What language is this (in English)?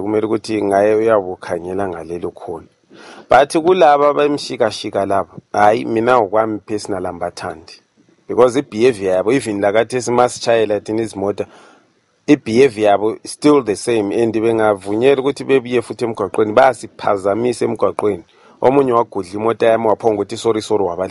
North Ndebele